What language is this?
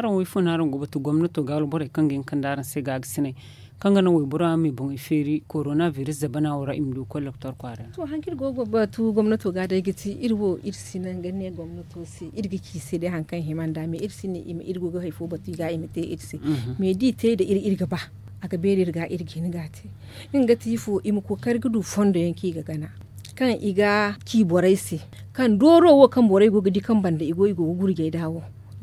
Zarma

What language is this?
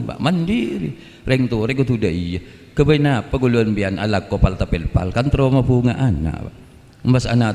Madurese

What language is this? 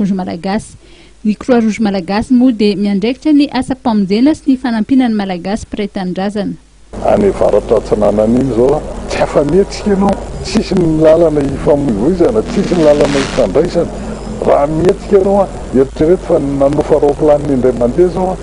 Malagasy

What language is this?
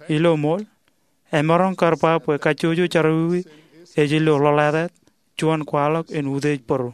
Marshallese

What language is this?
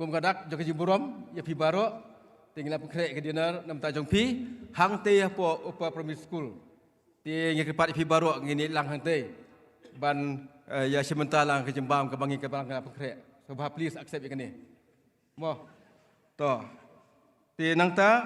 Khasi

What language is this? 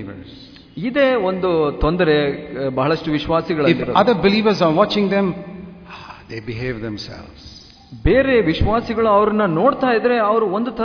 Kannada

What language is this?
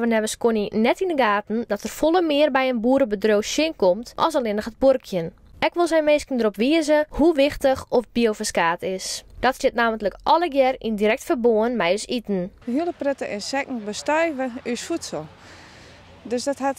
Western Frisian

